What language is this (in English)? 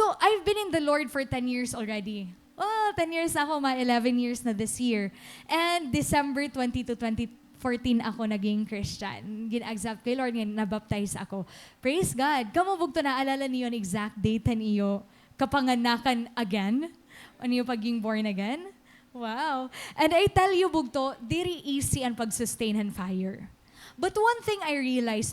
Waray